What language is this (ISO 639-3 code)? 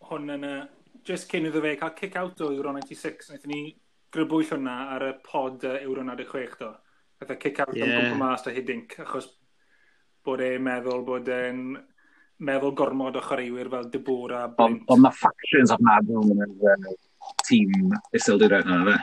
cym